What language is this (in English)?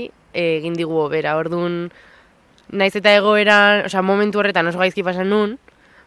Basque